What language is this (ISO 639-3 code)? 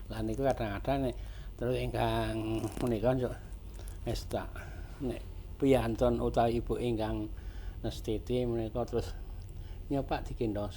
jav